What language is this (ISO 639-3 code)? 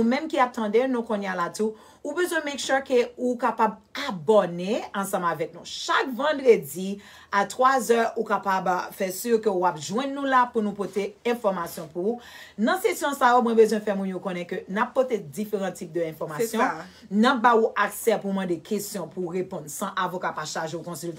hat